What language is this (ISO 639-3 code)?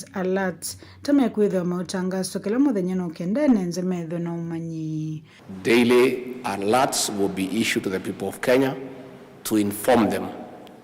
kam